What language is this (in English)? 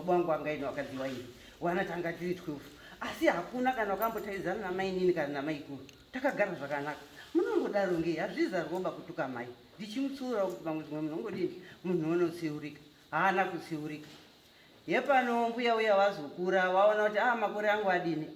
Shona